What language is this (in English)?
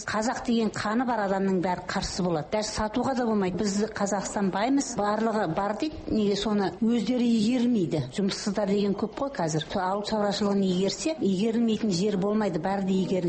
Kazakh